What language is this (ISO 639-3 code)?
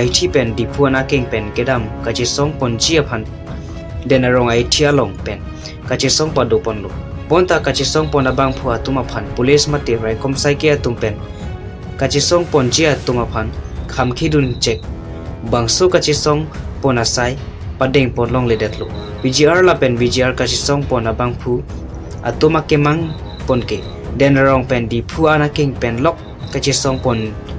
mjw